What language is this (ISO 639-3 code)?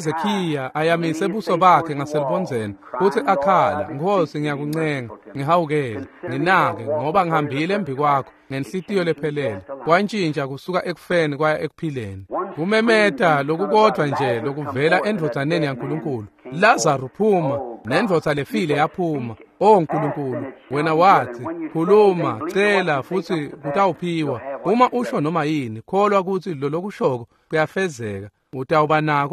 ssw